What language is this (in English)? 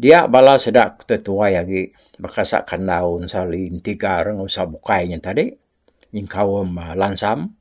Iban